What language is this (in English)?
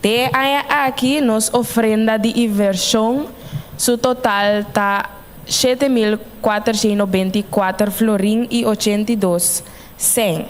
Papiamento